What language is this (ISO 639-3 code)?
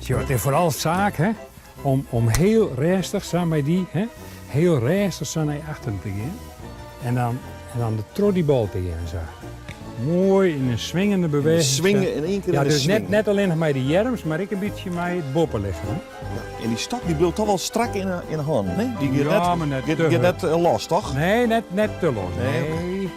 fry